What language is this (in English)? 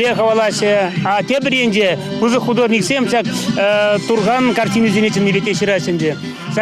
Chuvash